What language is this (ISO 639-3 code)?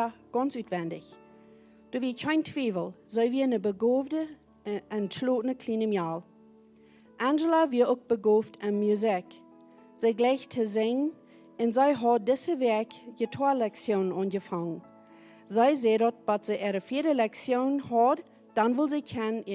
pdt